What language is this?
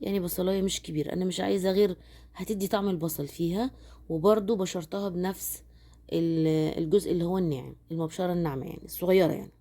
Egyptian Arabic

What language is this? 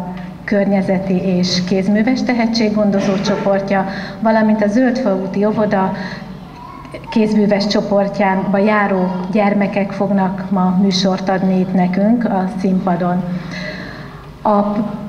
Hungarian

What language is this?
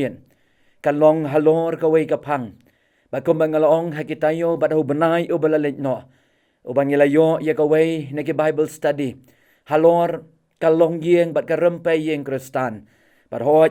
Khasi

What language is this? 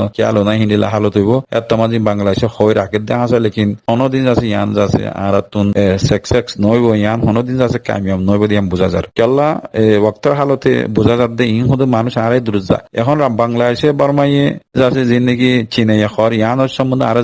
Rohingya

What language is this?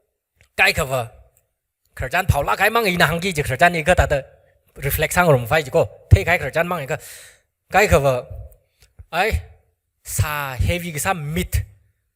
Tangkhul Naga (India)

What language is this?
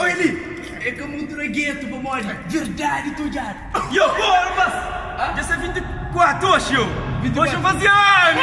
Kabuverdianu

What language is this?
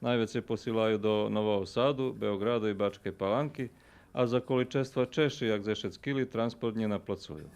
Rusyn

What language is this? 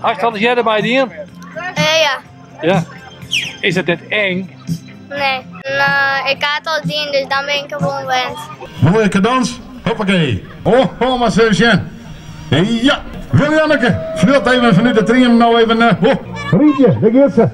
Western Frisian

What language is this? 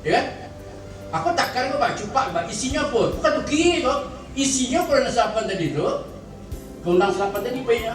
Minangkabau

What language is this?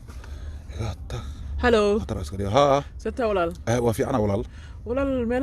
Somali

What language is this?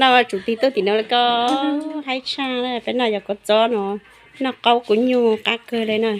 Hmong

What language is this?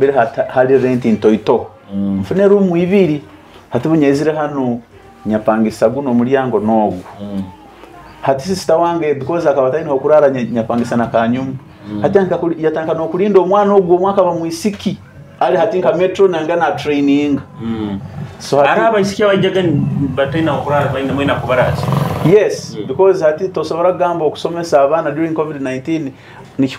Nyoro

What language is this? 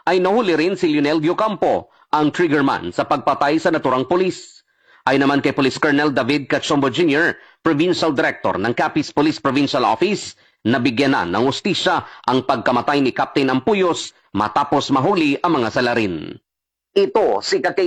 Filipino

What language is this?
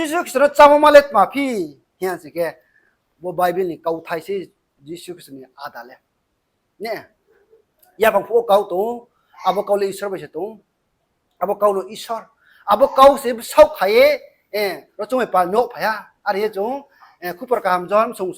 Riang (India)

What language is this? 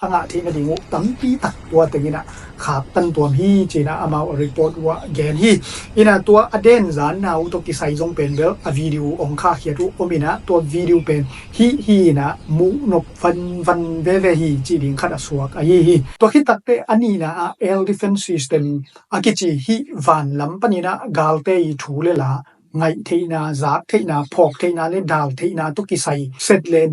Tedim Chin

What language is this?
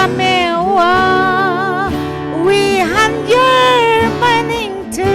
Tangkhul Naga (India)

